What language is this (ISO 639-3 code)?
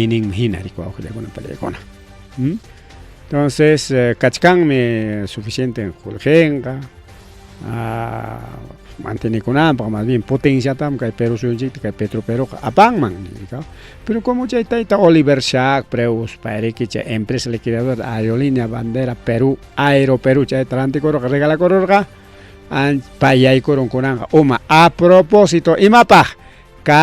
quy